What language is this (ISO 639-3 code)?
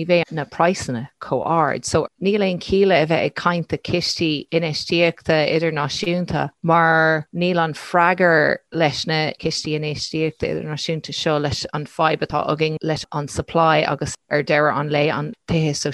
gle